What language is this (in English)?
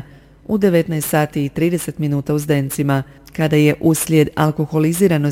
Croatian